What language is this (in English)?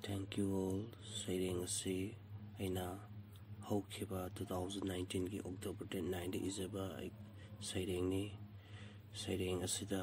Manipuri